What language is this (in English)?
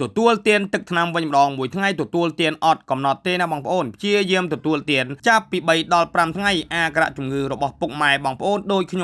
Khmer